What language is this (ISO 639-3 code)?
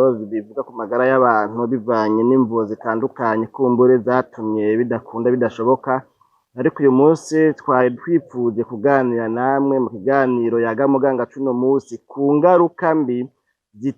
run